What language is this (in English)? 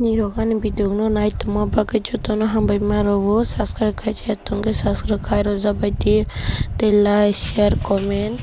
Kok Borok